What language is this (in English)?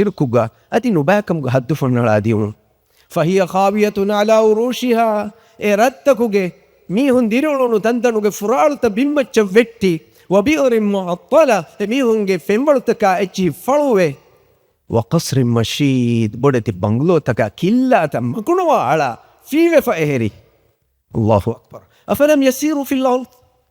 Divehi